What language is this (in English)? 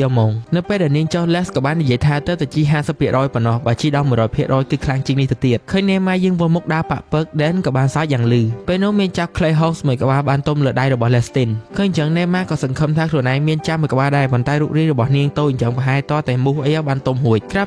Khmer